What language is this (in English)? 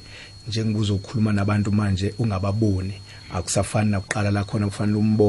South Ndebele